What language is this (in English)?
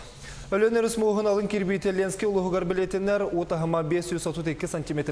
Yakut